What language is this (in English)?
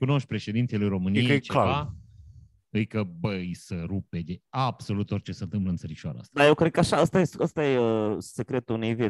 Romanian